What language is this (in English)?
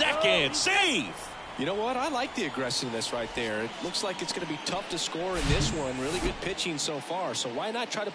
English